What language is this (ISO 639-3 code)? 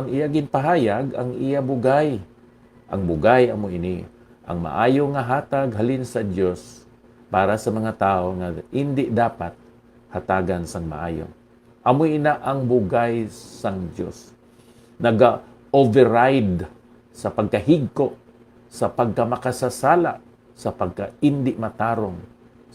hil